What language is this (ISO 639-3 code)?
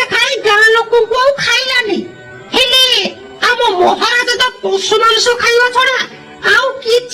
ori